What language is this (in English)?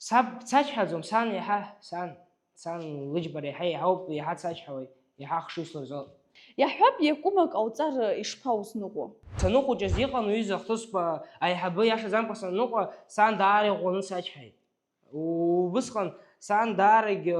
Abkhazian